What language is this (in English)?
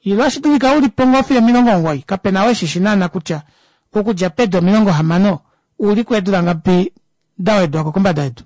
Kuanyama